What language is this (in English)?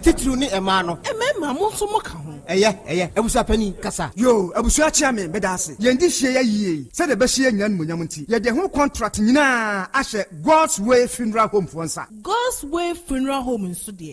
Akan